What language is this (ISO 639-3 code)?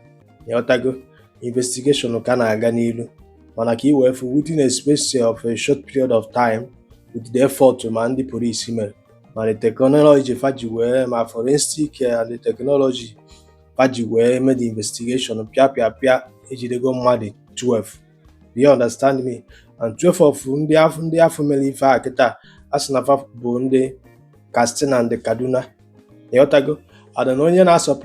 ibo